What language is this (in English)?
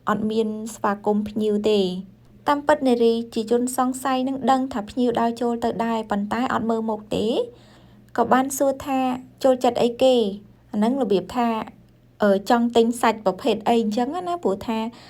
Khmer